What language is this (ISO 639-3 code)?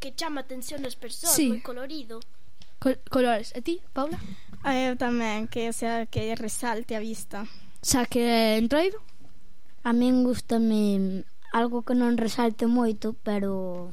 glg